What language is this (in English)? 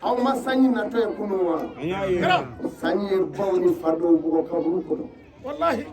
Bambara